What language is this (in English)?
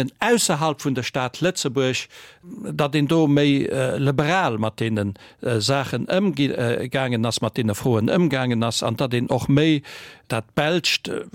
Luxembourgish